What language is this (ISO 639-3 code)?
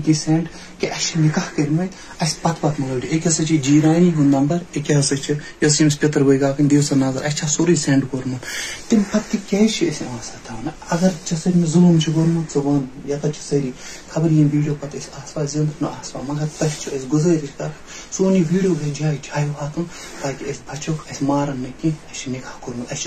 kas